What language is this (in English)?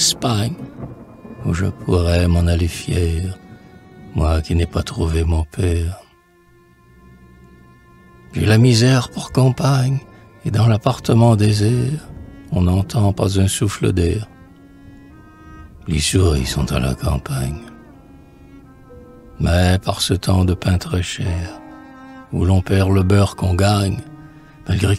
French